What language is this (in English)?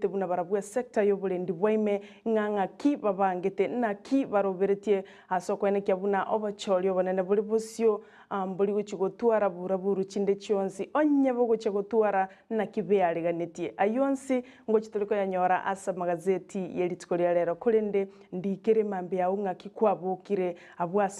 Gusii